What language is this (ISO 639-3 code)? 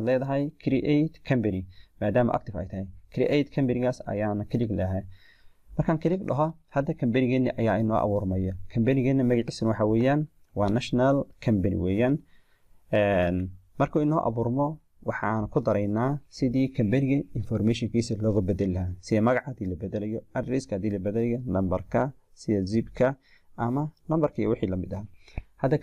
som